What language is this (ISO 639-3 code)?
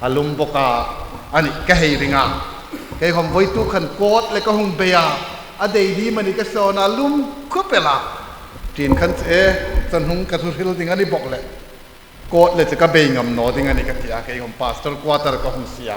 hmr